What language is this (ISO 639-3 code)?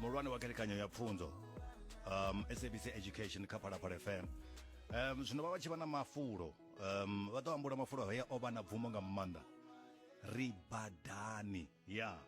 ven